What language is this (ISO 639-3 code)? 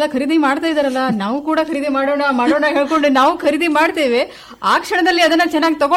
kan